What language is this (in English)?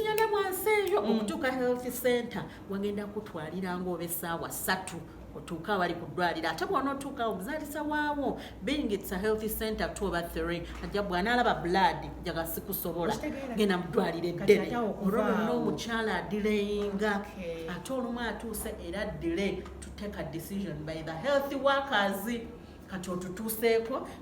Ganda